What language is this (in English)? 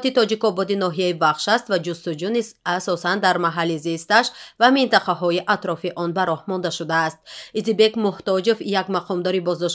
Tajik